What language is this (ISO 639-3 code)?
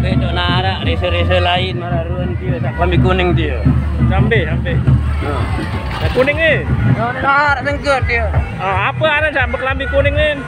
sas